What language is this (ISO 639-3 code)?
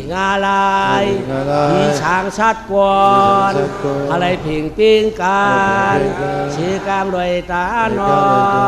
shn